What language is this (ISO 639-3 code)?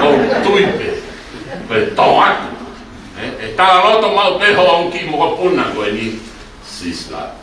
ton